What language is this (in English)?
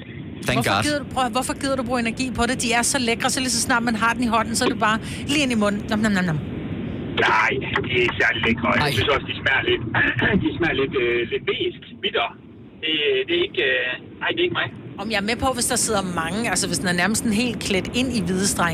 Danish